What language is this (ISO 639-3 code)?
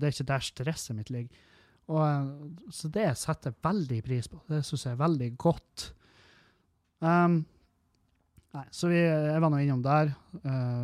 nor